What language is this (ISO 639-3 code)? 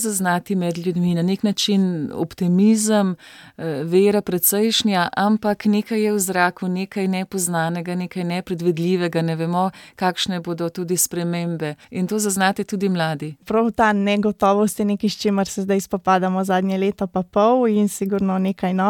slv